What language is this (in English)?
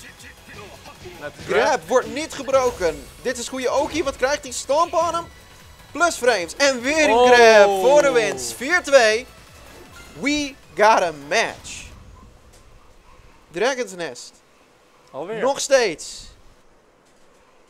Dutch